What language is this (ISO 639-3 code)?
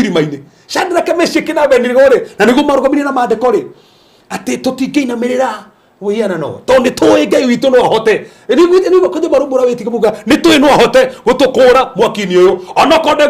kik